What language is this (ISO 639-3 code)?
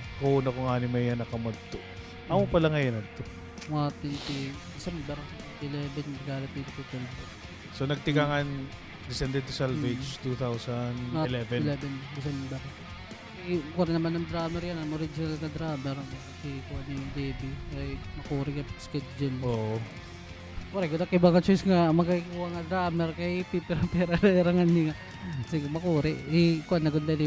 war